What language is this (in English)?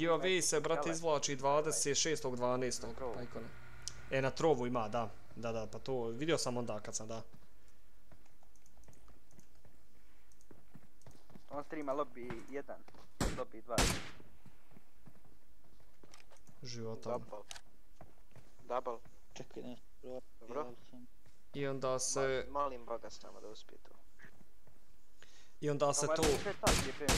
Bosnian